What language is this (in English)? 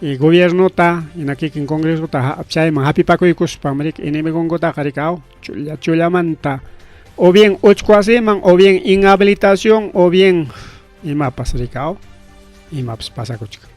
Ayacucho Quechua